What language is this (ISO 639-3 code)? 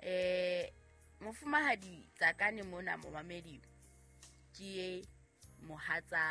sot